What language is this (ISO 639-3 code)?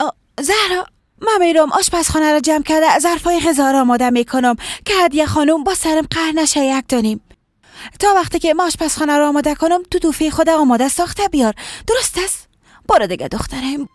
fas